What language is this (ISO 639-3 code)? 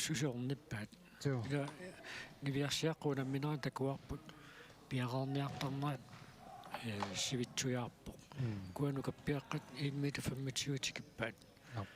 kal